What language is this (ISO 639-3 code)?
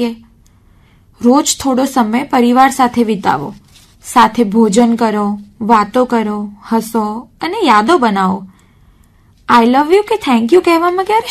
guj